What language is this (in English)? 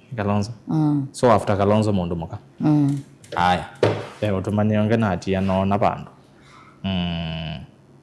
Kamba